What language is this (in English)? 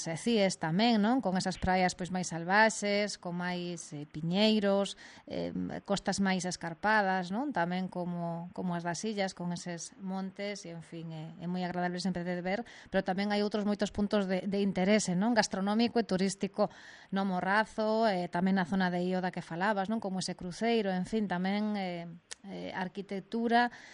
Galician